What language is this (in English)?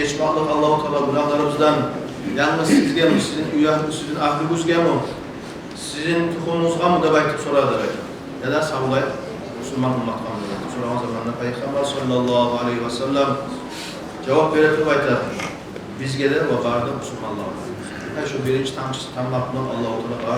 Kumyk